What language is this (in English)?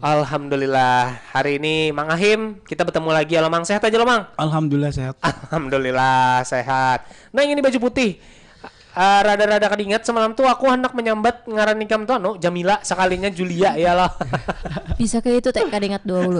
Banjar